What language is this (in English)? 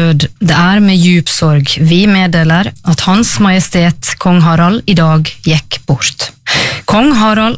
Norwegian